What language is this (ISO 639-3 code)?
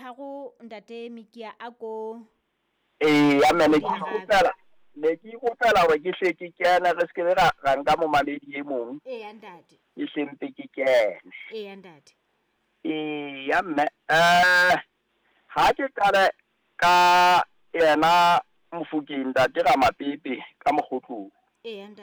sot